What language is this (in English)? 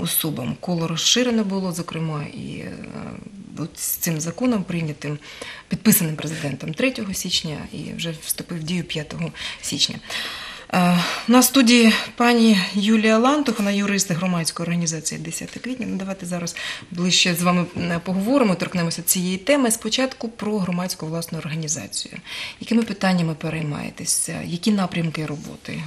Ukrainian